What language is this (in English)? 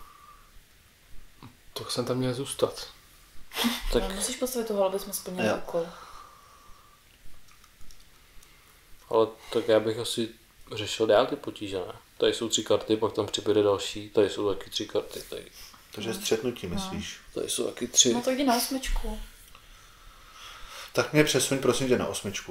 Czech